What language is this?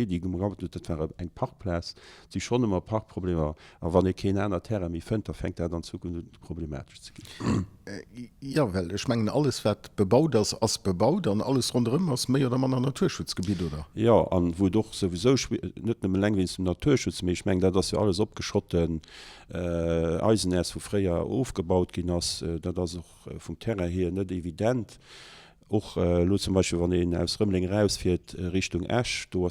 Luxembourgish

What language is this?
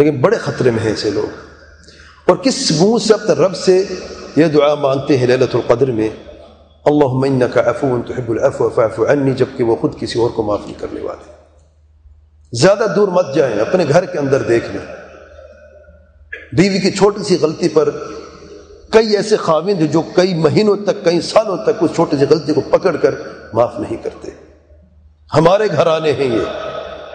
Urdu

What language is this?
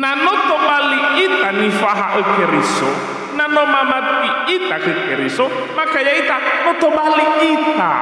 Nias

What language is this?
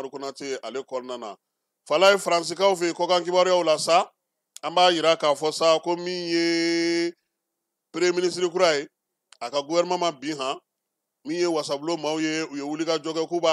Bambara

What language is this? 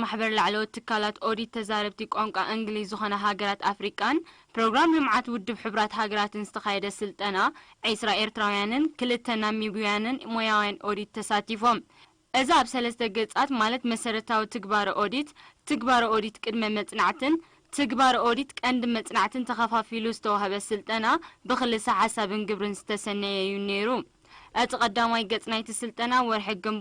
Tigrinya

